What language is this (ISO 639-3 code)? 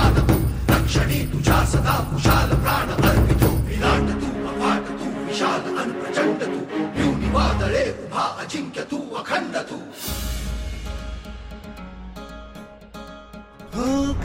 mar